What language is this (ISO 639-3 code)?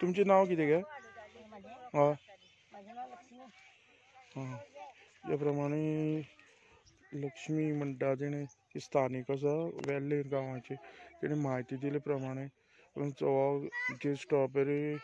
kok